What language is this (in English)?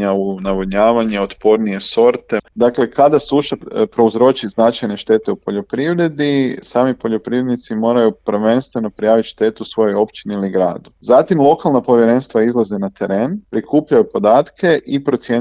Croatian